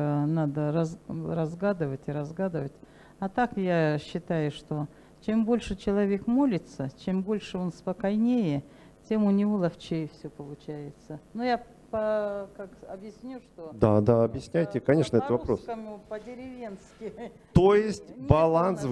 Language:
Russian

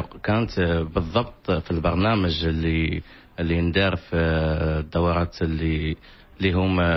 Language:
Moroccan Arabic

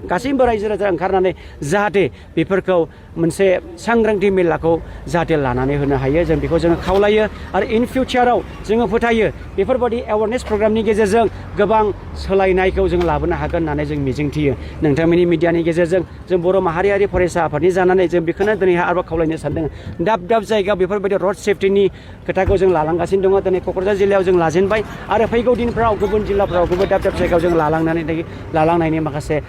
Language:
Bodo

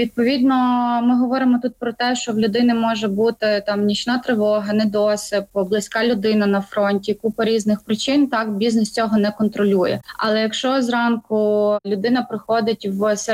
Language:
Ukrainian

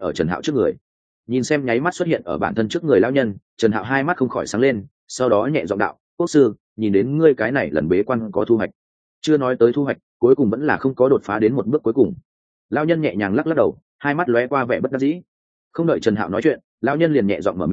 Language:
Vietnamese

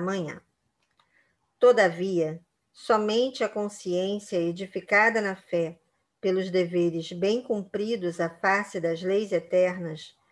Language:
Portuguese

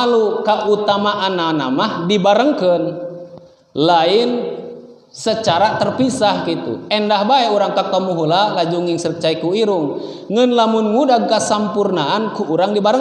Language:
Sundanese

